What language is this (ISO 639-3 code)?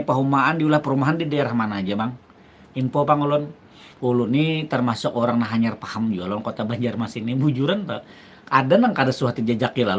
bjn